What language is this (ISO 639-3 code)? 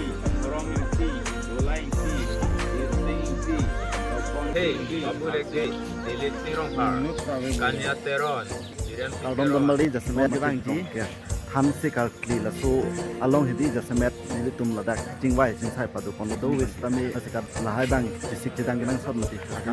mjw